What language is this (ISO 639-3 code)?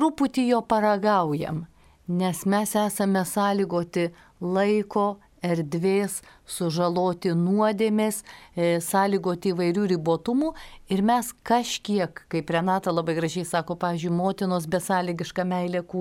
lit